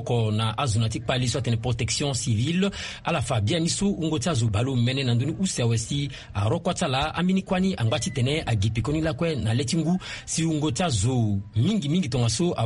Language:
Sango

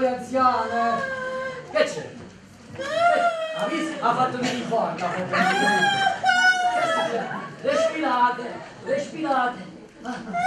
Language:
Italian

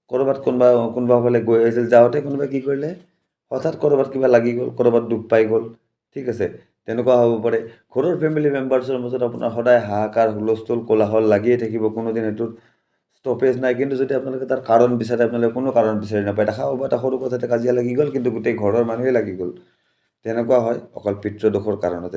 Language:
Assamese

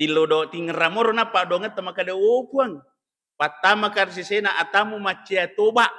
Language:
Buginese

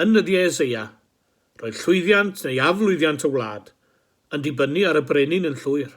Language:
Welsh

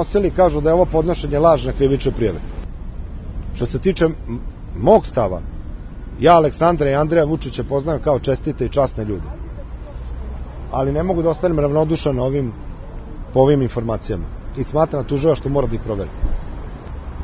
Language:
Serbian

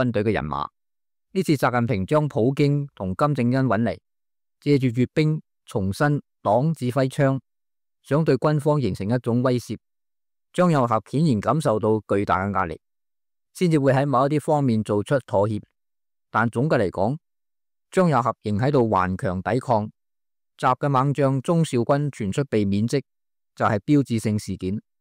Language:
Cantonese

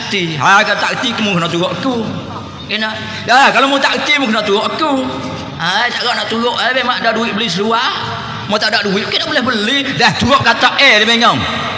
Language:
Pattani Malay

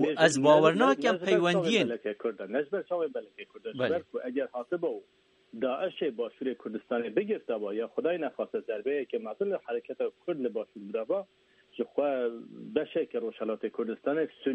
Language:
Kurdish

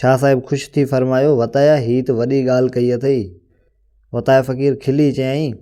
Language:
Sindhi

